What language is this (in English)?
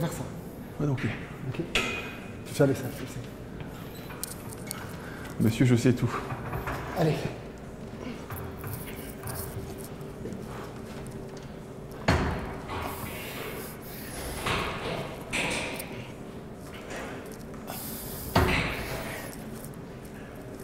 French